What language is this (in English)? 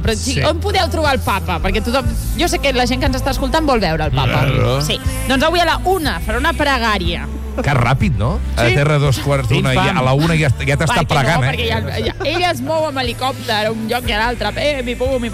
Catalan